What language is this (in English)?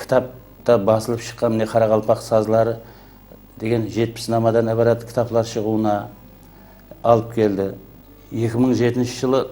Kara-Kalpak